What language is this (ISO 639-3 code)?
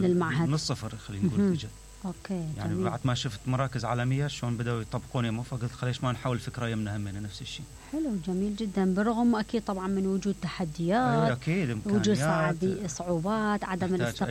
acm